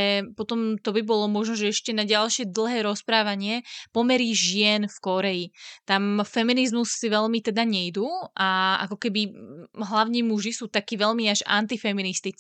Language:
Slovak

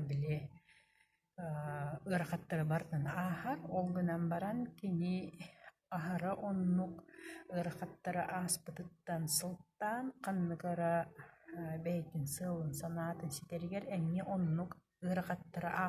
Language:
Yakut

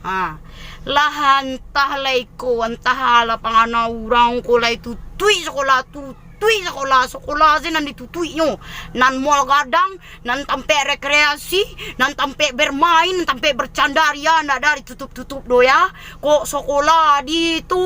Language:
Minangkabau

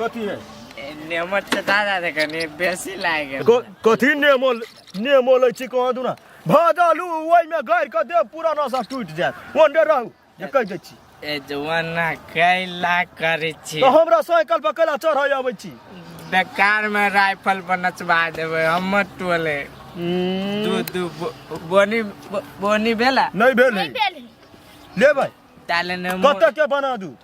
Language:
Maithili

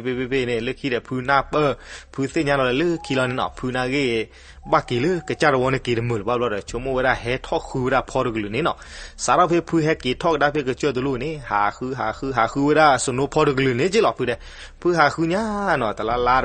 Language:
S'gaw Karen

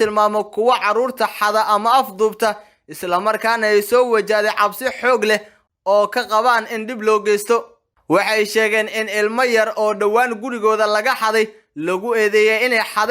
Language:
Somali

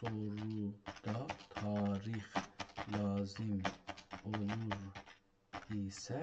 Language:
South Azerbaijani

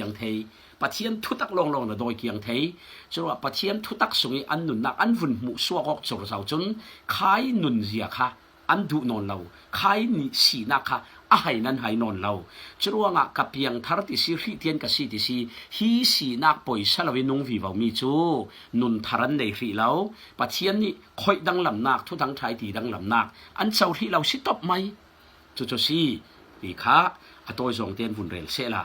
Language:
Falam Chin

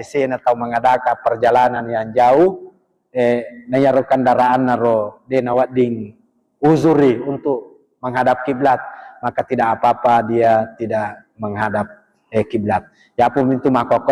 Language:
Buginese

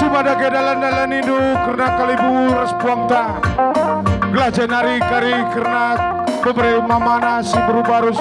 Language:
Batak Karo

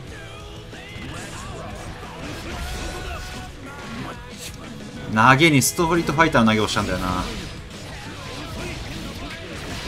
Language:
Japanese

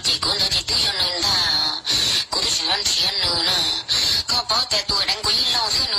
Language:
Hmong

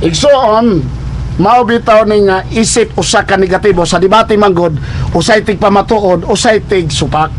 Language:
Cebuano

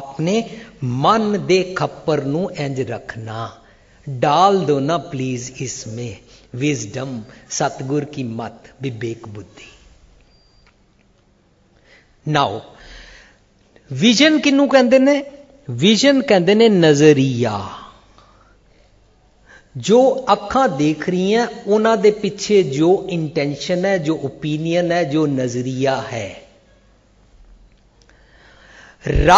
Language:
Punjabi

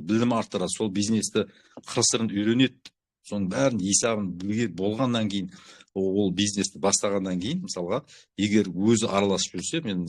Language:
Kazakh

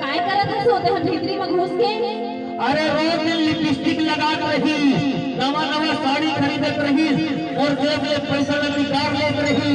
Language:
Chhattisgarhi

